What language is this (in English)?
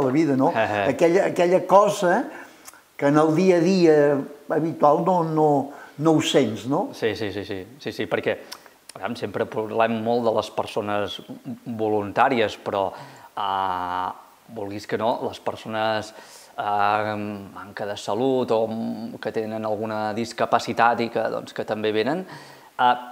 Catalan